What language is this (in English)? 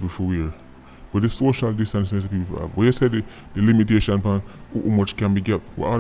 Jamaican Creole English